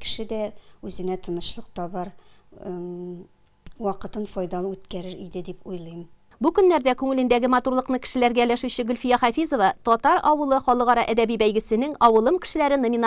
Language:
Tatar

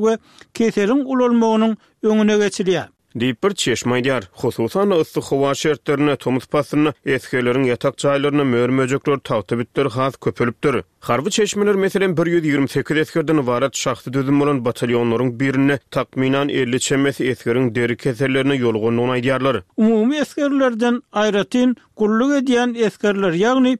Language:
Turkmen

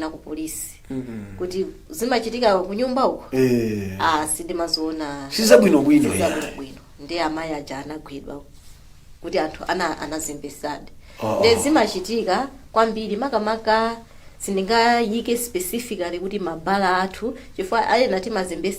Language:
Nyanja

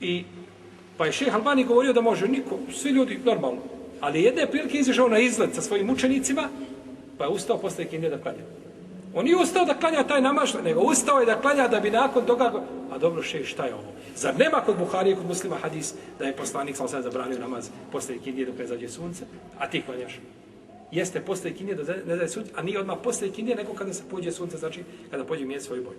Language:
Bosnian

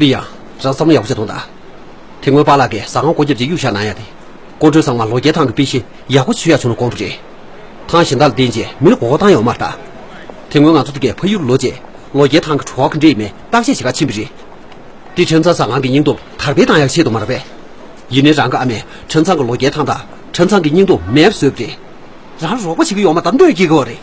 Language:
Tibetan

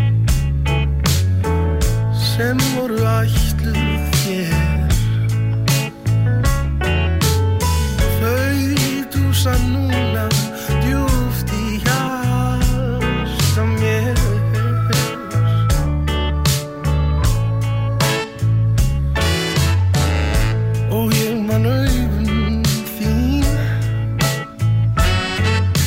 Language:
Icelandic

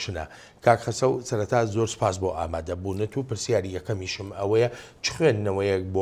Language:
Central Kurdish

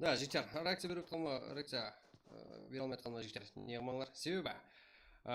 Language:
Kara-Kalpak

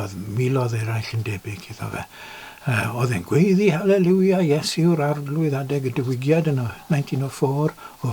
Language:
Welsh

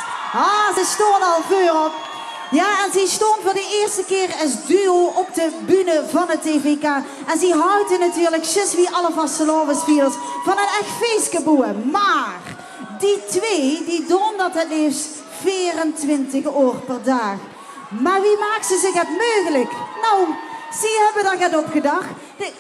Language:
Limburgish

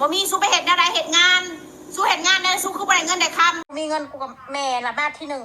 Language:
Northeastern Thai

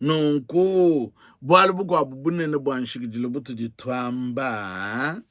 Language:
Luba-Lulua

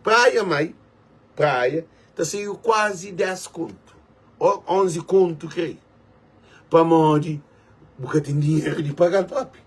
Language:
Kabuverdianu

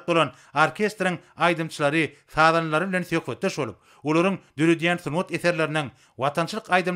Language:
Turkmen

